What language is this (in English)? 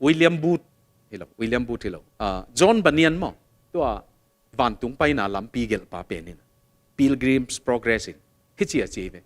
Tedim Chin